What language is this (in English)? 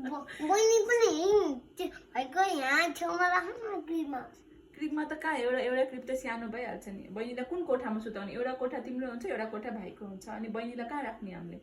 Nepali